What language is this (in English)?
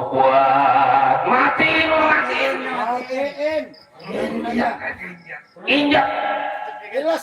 Betawi